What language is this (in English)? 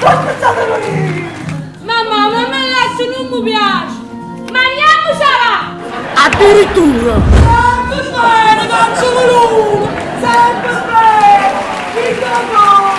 Neapolitan